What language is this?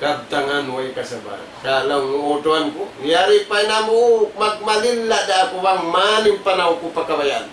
Tausug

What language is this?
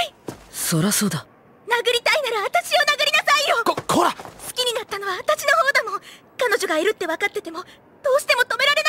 Japanese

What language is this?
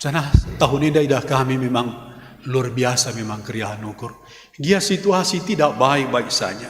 Batak Karo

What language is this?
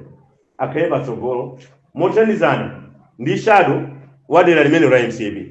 Nyanja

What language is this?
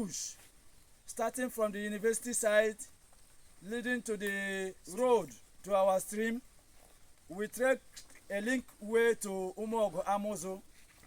Igbo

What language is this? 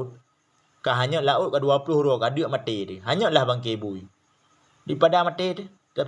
Achinese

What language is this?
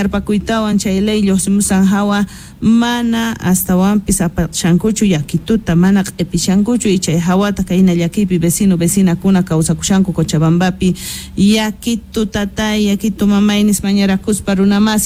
South Bolivian Quechua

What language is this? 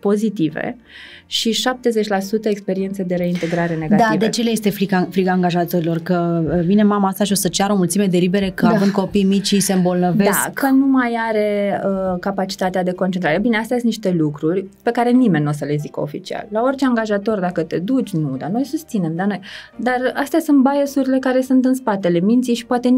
Romanian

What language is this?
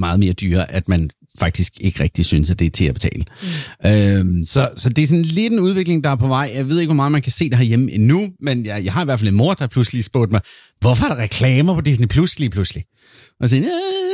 Danish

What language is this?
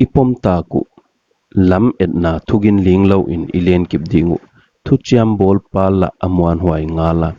Paite Chin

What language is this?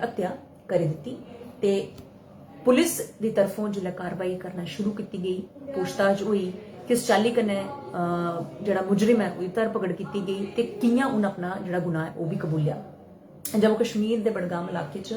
Dogri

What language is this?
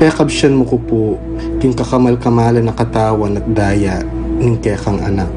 Pampanga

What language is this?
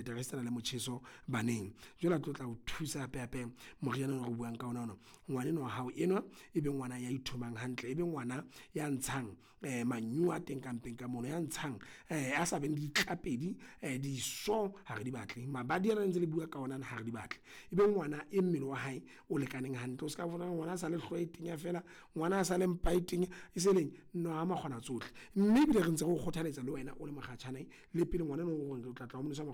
Southern Sotho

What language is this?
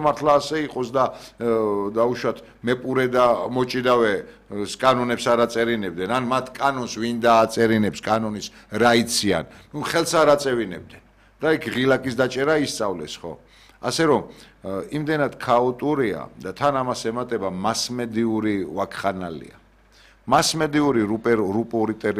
Georgian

